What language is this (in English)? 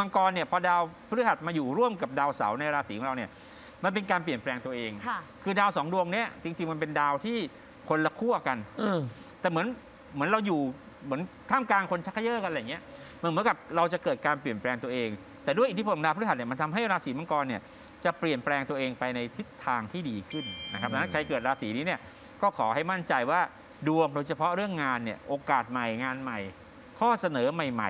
Thai